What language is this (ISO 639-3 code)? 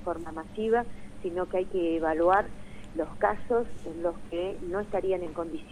spa